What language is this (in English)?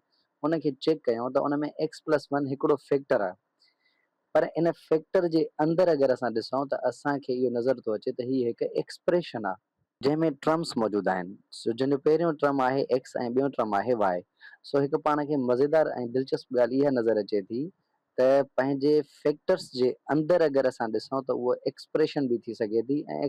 Sindhi